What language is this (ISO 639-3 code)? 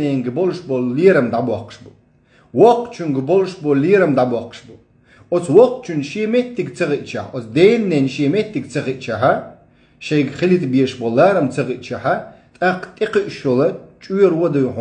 che